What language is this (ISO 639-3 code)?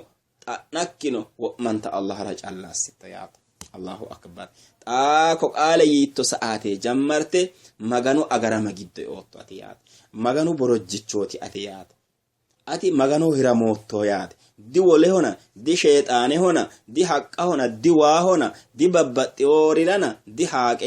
sid